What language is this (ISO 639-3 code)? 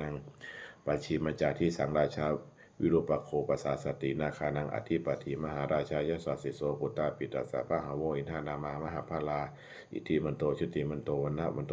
pli